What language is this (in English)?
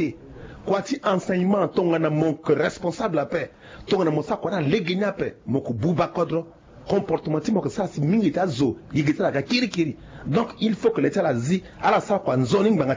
Sango